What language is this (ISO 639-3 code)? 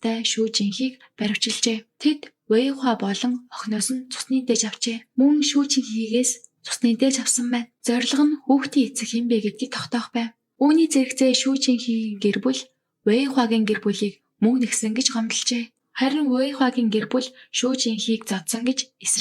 mon